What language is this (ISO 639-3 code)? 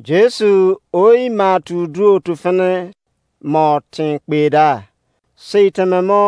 ijc